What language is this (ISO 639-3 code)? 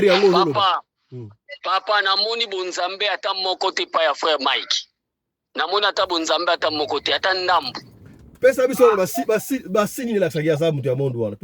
lin